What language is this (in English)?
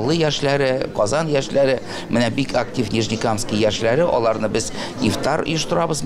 Tatar